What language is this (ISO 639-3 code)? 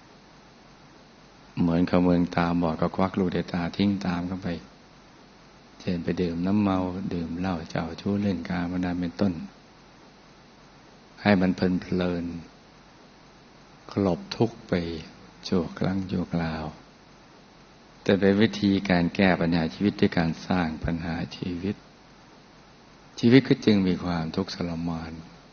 tha